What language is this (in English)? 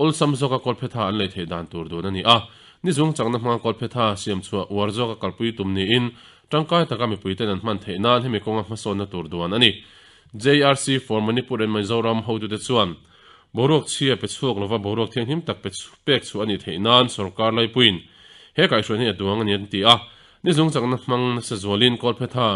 Mizo